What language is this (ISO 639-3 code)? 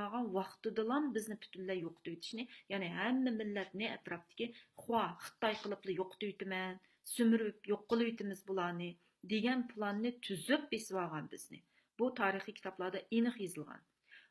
uig